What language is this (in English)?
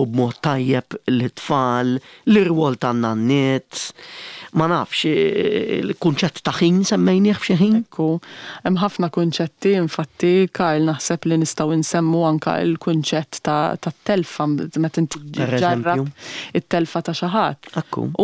Maltese